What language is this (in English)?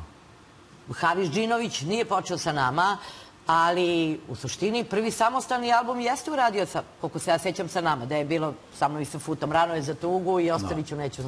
Serbian